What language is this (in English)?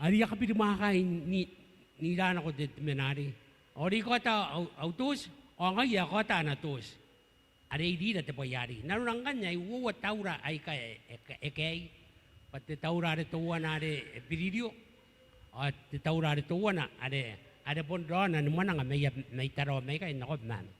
Gilbertese